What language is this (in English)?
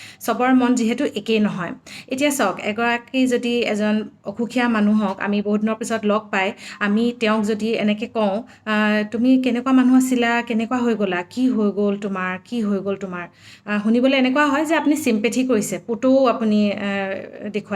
Assamese